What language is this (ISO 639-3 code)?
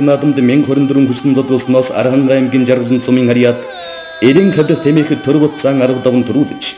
mon